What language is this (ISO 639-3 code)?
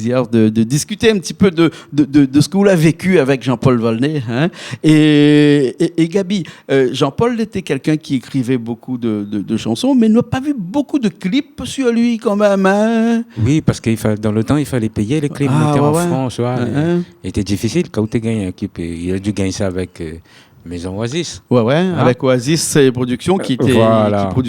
rcf